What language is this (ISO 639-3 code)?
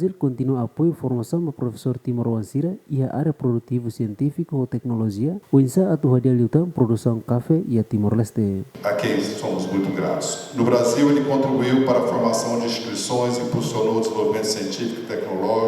tet